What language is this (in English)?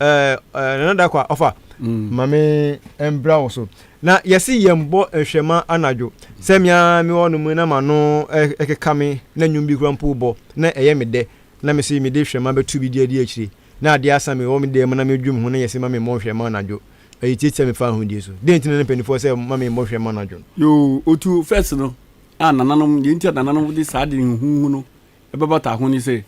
Akan